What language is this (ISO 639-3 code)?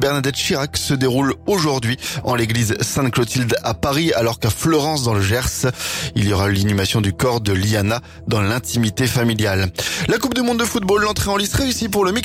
fra